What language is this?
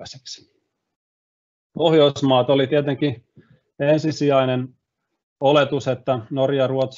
Finnish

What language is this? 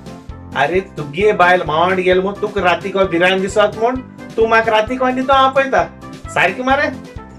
Konkani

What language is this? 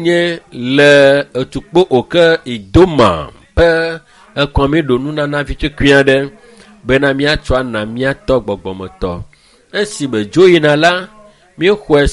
Ewe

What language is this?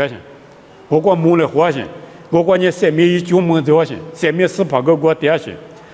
Lisu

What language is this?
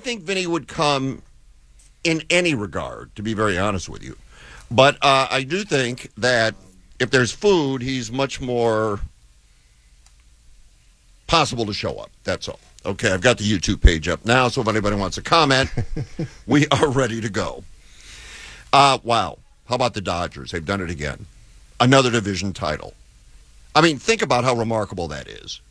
English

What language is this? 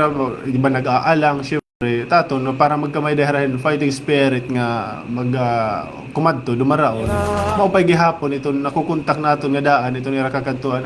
Waray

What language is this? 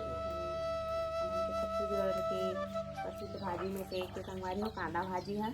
Chhattisgarhi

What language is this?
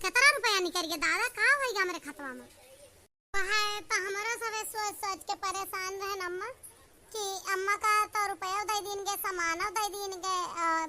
Awadhi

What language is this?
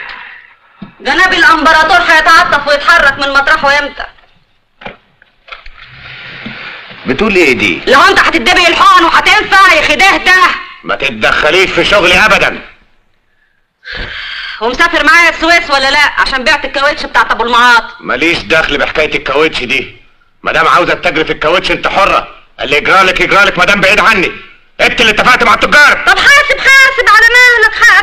Egyptian Arabic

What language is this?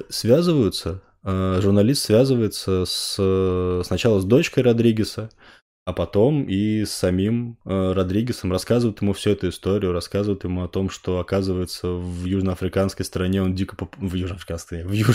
Russian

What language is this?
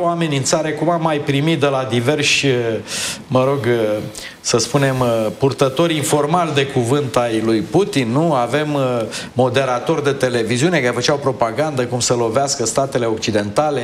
Romanian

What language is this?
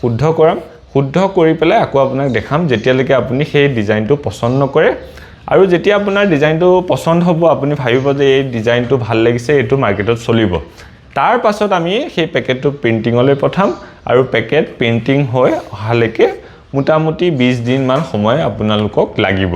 Assamese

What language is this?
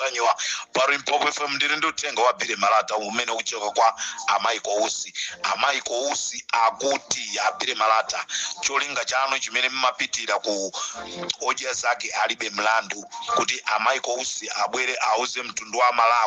Nyanja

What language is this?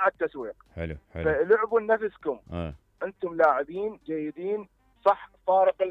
Mesopotamian Arabic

